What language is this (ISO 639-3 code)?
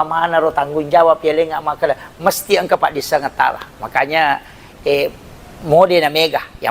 bug